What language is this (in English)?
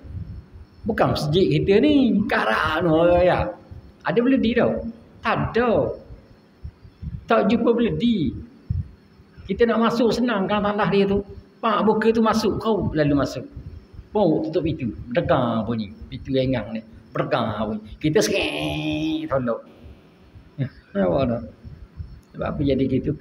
Malay